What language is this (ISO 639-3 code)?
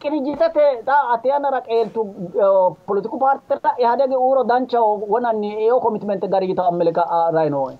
sid